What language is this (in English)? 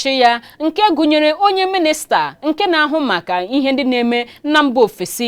Igbo